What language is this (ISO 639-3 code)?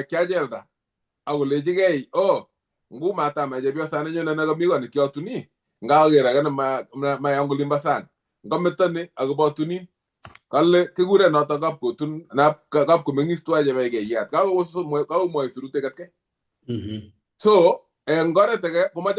kln